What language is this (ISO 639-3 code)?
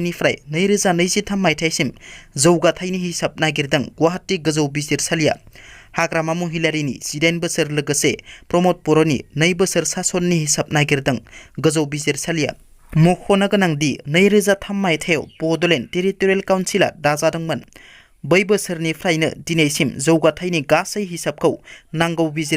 brx